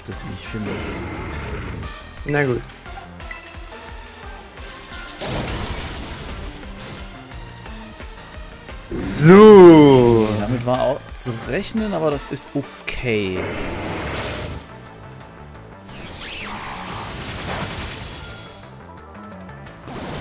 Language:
German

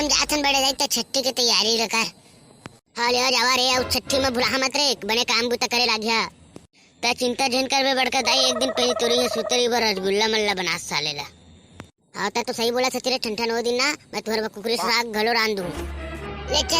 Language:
Chhattisgarhi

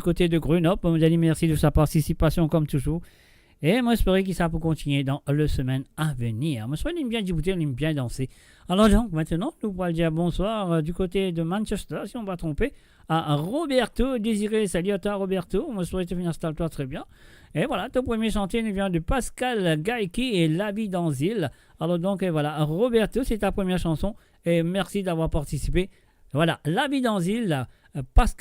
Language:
Morisyen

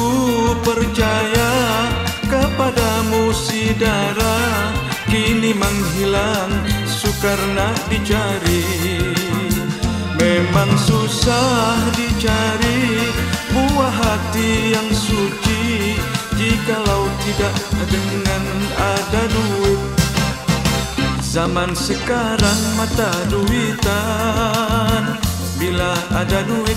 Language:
Malay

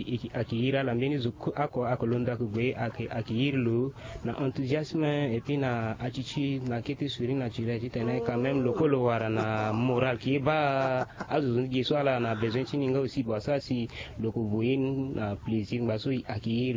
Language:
Sango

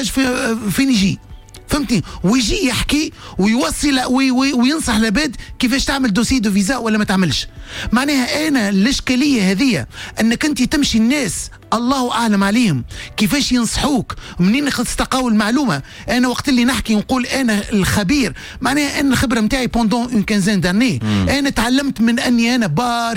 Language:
Tunisian Arabic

